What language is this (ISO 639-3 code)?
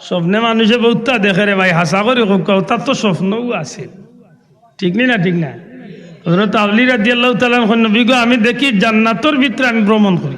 syl